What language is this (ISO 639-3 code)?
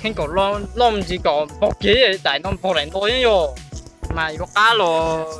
hmn